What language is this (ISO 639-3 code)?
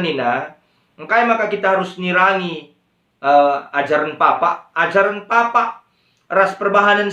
btx